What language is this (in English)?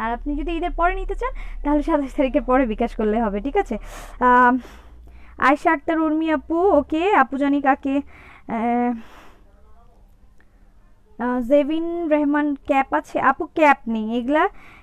Bangla